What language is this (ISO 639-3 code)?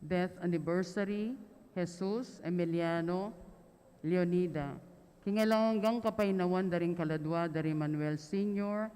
pam